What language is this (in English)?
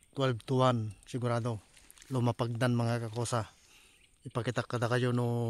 Iloko